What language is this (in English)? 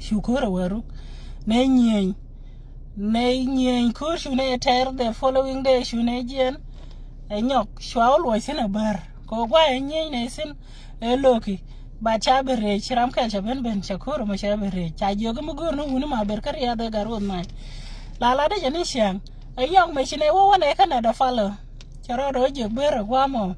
Nuer